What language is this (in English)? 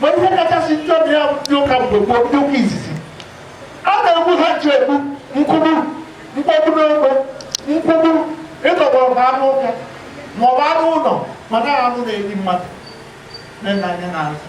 Igbo